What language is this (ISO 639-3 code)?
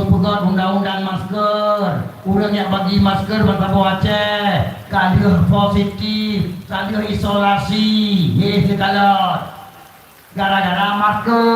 ace